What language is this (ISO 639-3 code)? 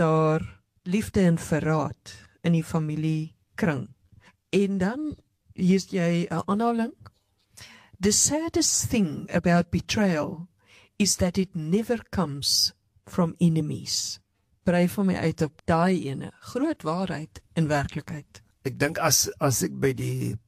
afr